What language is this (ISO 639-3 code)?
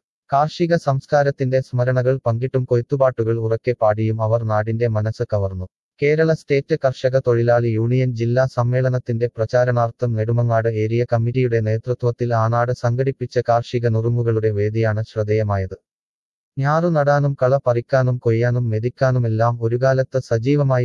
mal